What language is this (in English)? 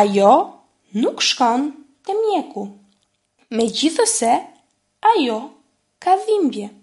Albanian